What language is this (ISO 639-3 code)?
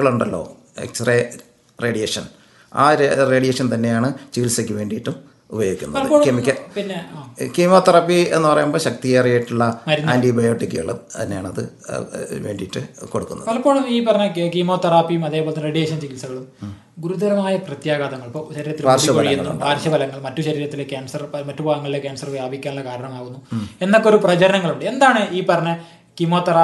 mal